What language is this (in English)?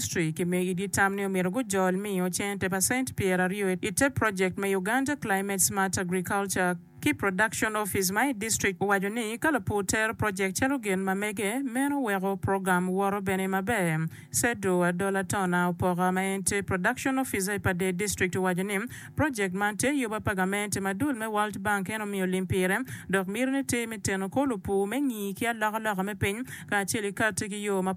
Acoli